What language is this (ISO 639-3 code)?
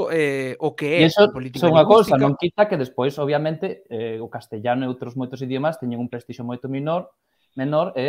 glg